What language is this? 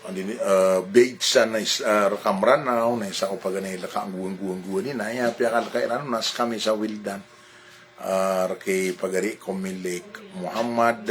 Maranao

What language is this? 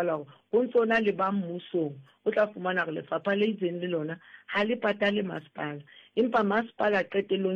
Southern Sotho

